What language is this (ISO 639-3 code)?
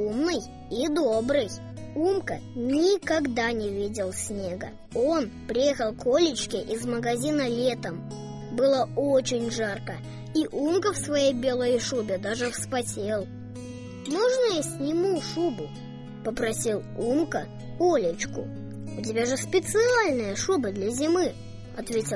rus